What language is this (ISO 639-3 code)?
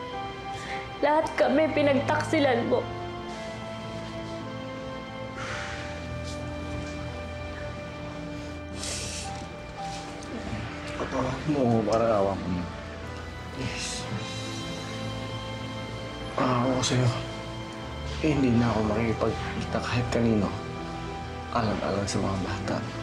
fil